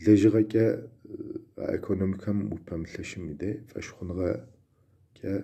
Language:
Kabardian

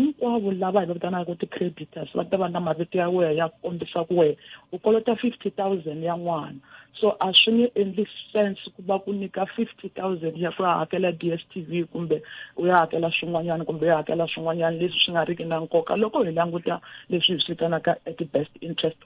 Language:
Tsonga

